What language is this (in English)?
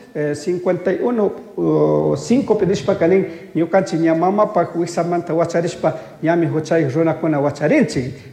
Chimborazo Highland Quichua